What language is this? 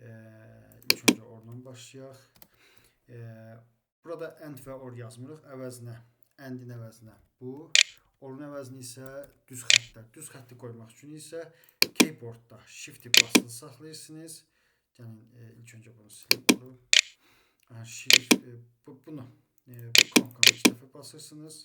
Azerbaijani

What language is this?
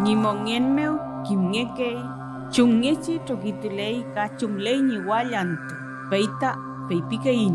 Mapuche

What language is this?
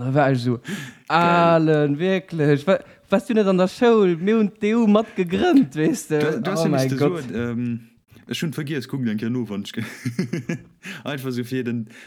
Luxembourgish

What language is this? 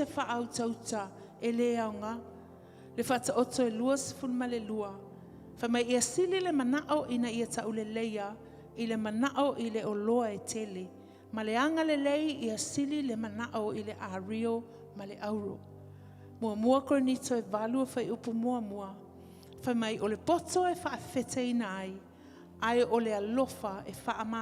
Samoan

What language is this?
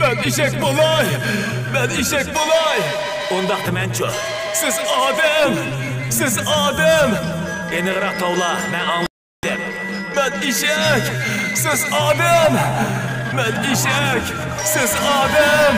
Uyghur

